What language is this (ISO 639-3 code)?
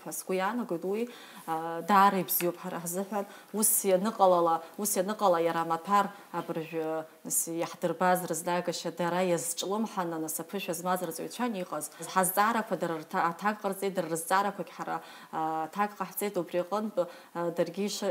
abk